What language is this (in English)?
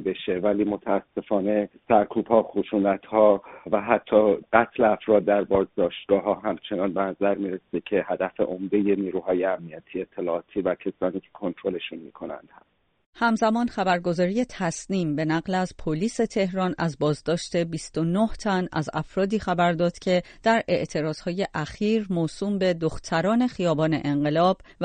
Persian